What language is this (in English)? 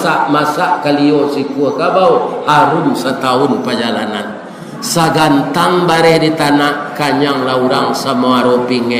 Minangkabau